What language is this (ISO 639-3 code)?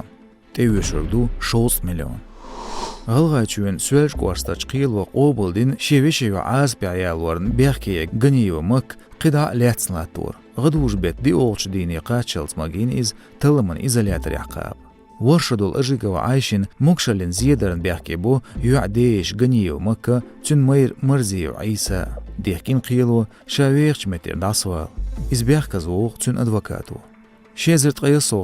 che